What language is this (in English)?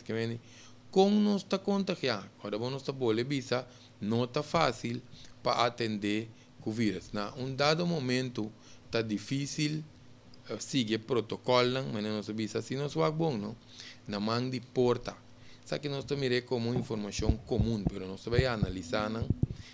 Papiamento